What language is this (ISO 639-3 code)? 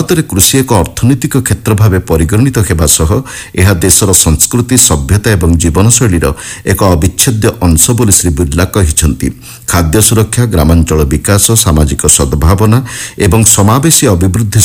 ori